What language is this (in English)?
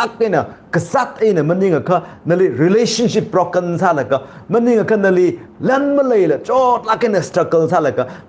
Tangkhul Naga (India)